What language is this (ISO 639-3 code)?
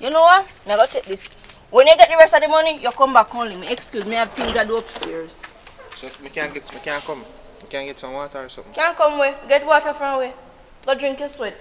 jam